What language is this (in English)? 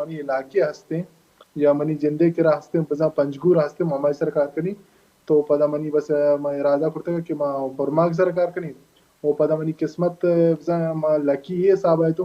Baluchi